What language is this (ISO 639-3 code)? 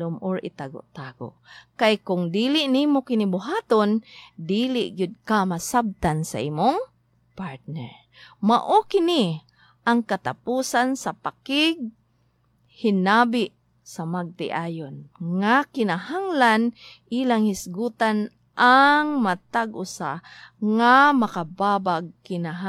ceb